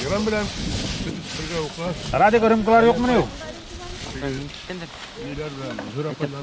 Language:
Bashkir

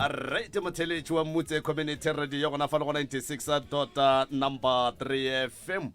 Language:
Northern Sotho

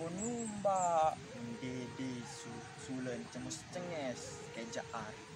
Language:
Sasak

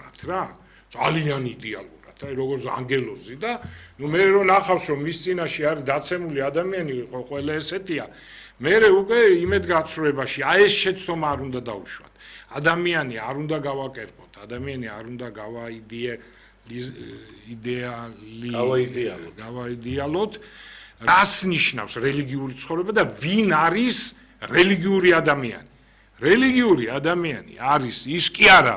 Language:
Georgian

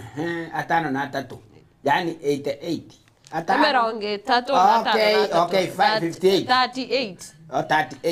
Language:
Gusii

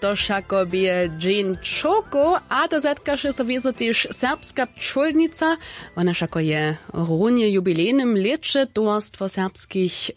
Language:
Upper Sorbian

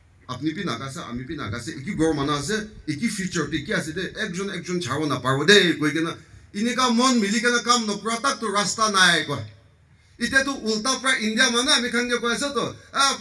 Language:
Naga Pidgin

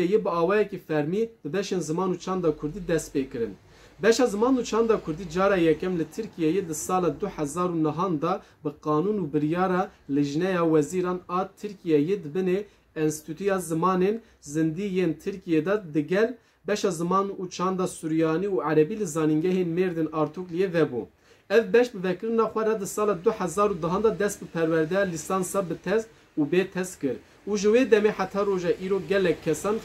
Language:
Kurdish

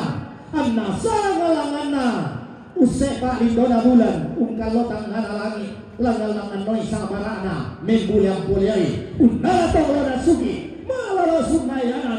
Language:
Toraja-Sa'dan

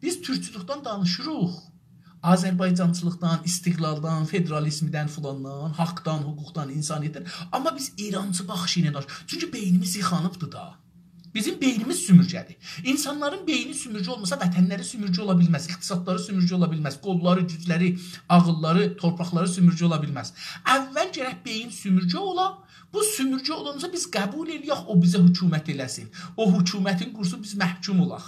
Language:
South Azerbaijani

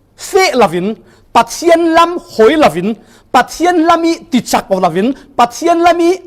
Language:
Falam Chin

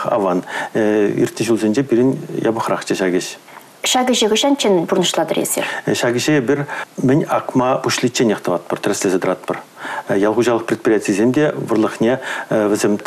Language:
Chuvash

